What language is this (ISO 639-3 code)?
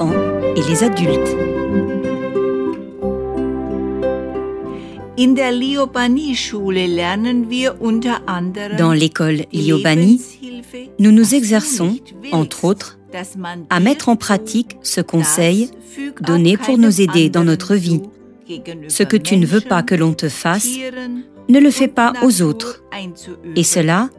fra